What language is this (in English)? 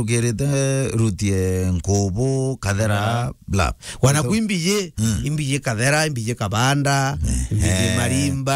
Meru